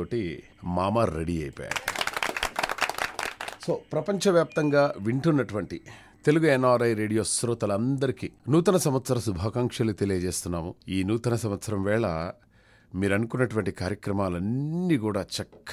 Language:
Telugu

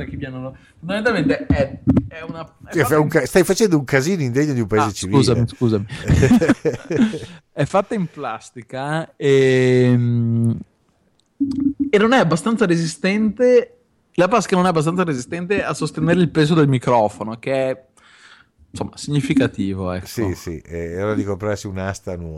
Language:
Italian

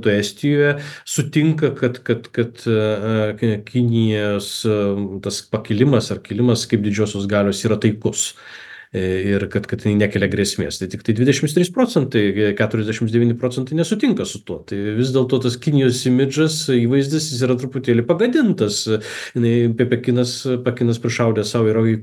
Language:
Lithuanian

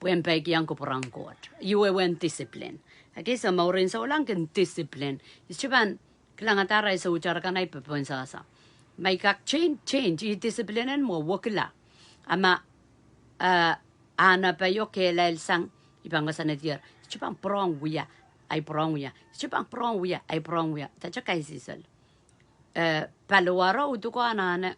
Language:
Pohnpeian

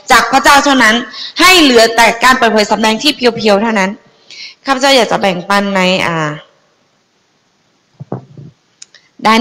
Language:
Thai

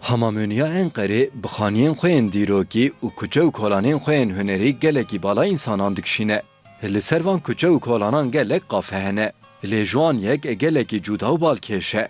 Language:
Kurdish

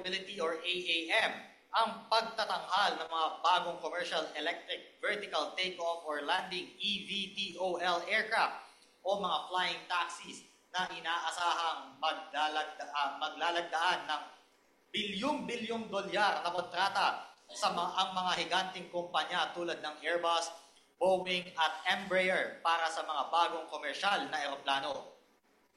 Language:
Filipino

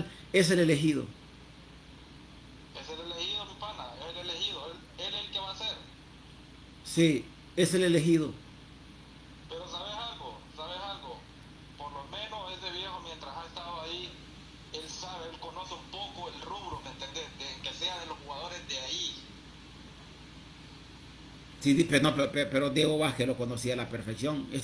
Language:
Spanish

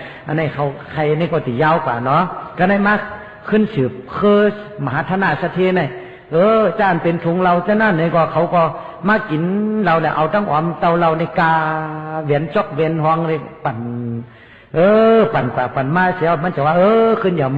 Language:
Shan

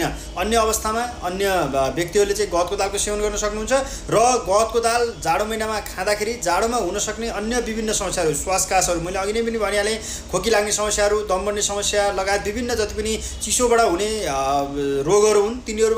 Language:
Nepali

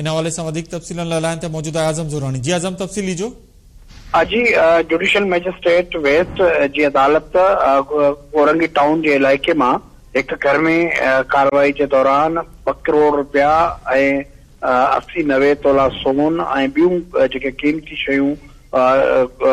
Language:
Sindhi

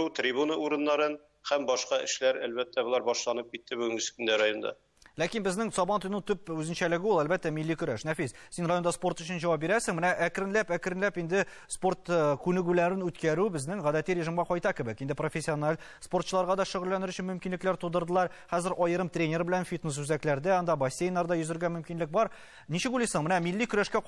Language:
Tatar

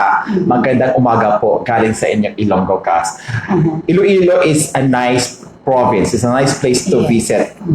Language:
Hiligaynon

